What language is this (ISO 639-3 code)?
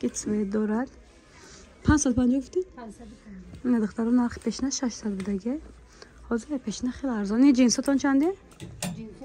tgk